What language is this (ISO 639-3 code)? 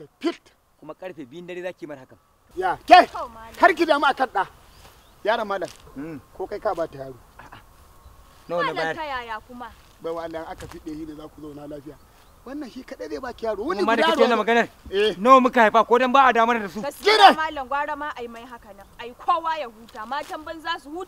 hau